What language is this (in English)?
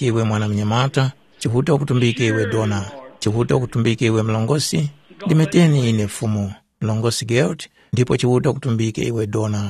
Tumbuka